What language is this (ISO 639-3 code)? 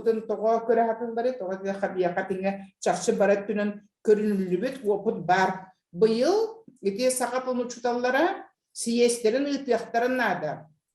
sah